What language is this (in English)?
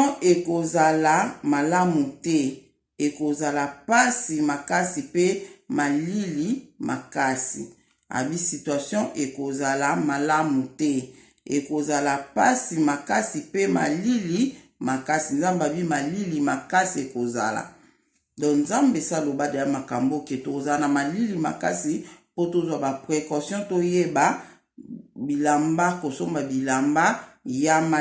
Lingala